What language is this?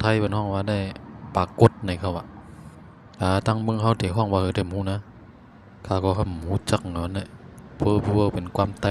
Shan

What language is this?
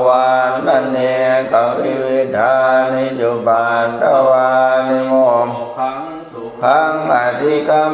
Pali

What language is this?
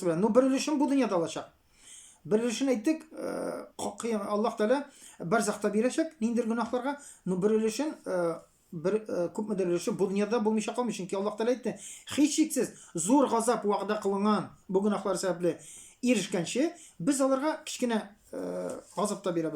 Tatar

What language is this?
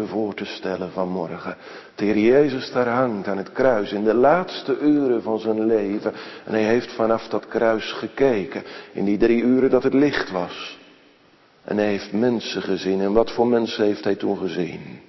Dutch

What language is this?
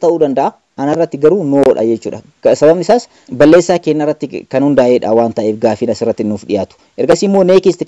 Oromo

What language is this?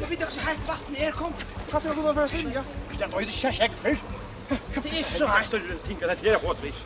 Faroese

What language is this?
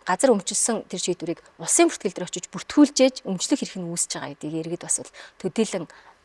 Mongolian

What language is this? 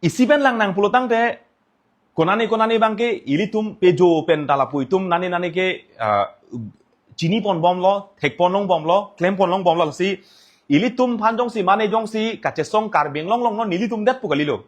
Karbi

